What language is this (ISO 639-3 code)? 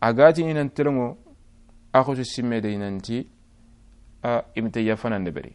snk